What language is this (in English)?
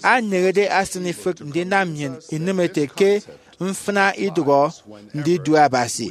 Efik